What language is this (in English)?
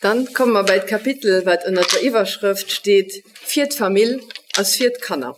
Luxembourgish